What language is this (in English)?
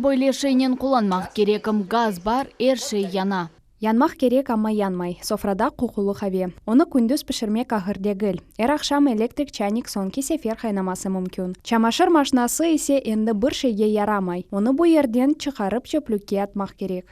Crimean Tatar